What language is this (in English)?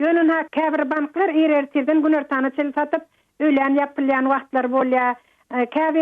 Turkmen